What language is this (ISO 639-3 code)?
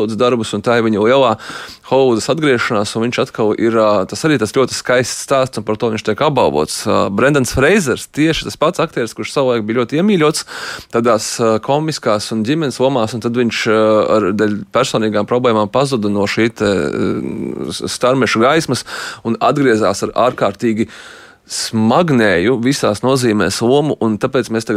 lav